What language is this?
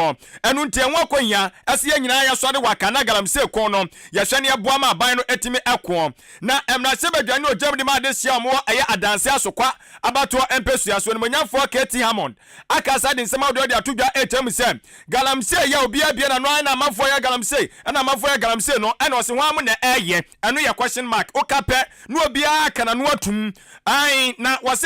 Akan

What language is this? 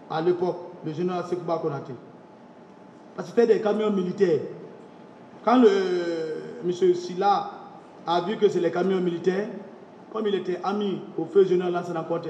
French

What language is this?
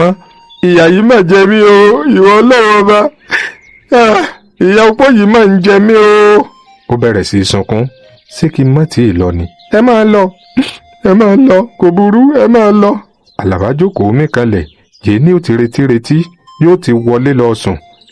Yoruba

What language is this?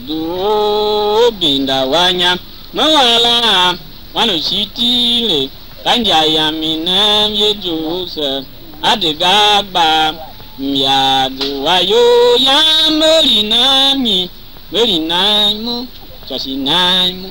Tiv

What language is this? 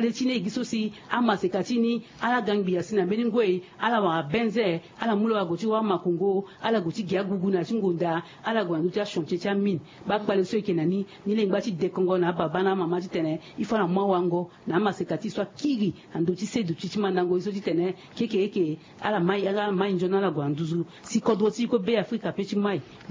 Sango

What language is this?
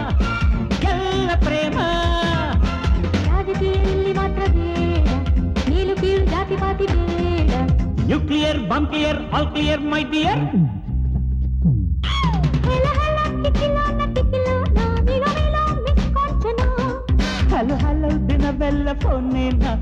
Kannada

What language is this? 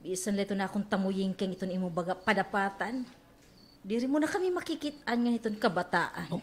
Waray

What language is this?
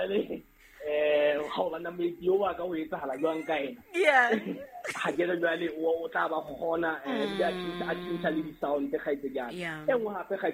Southern Sotho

